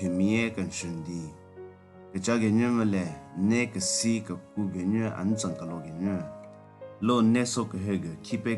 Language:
Southern Rengma Naga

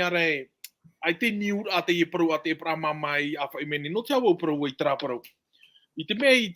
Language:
Tahitian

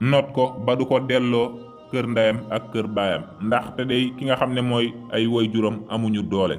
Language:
Wolof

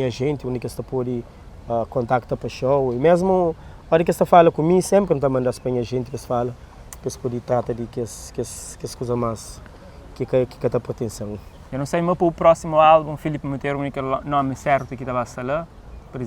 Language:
Kabuverdianu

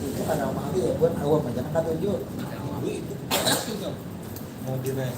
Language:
Banjar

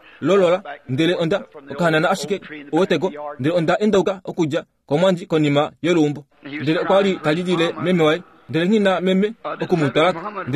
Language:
Kuanyama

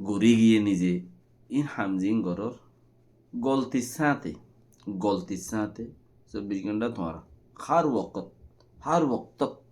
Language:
Rohingya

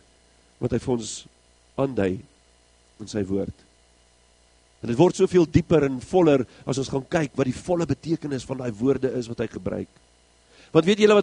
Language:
Afrikaans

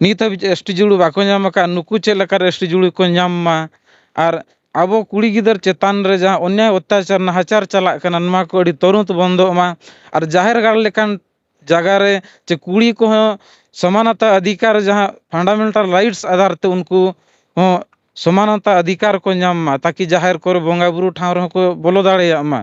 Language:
Santali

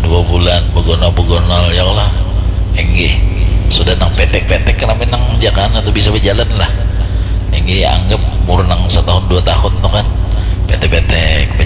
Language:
Banjar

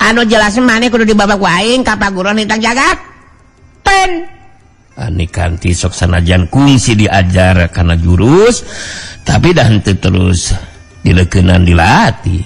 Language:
Sundanese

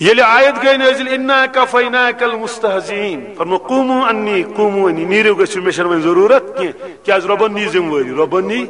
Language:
Kashmiri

